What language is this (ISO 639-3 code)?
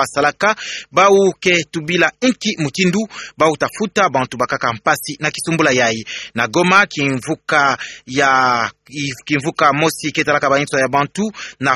ktu